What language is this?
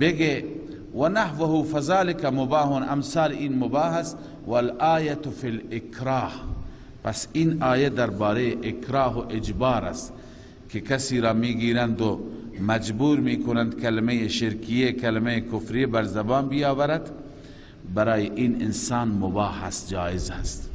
Persian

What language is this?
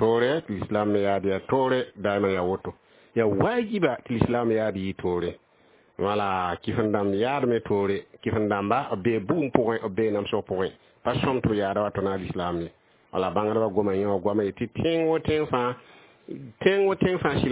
Mossi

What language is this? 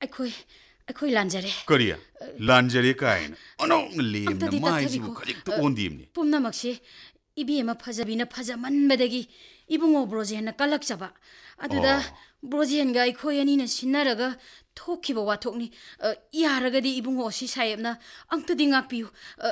Manipuri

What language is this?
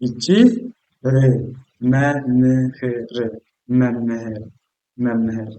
Amharic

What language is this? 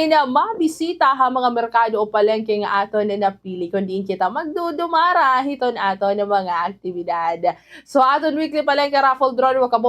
Waray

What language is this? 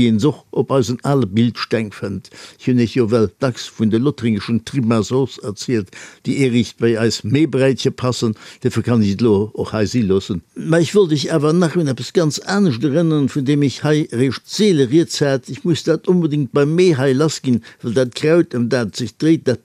Luxembourgish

